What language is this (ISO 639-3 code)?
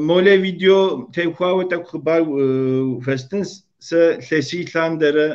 kbd